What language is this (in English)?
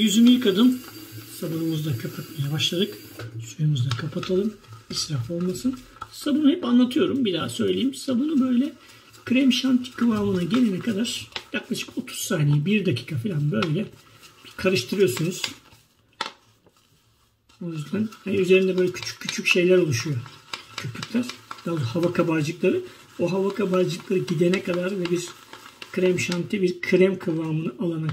Turkish